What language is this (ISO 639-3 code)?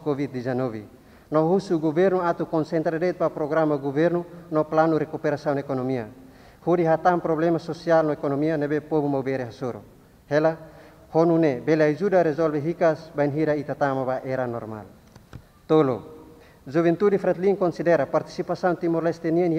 tet